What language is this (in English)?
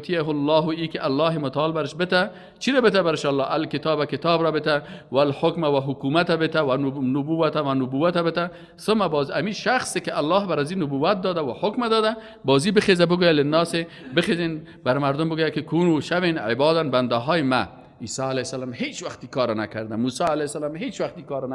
Persian